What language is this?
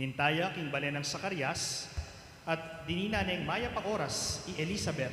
Pampanga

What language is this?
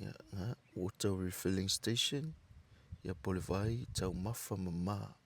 Samoan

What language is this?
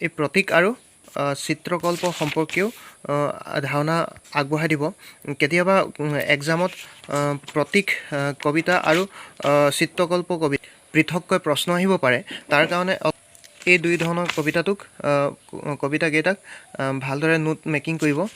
Assamese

